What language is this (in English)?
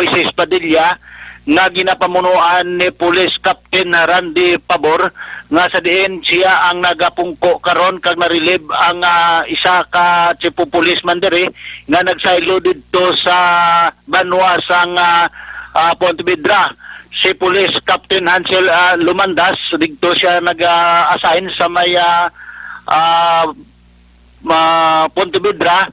Hiligaynon